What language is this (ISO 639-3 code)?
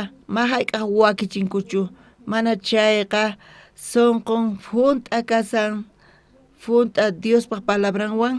quh